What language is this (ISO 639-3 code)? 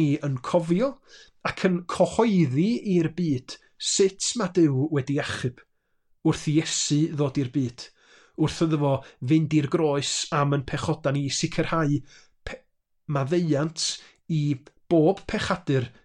cym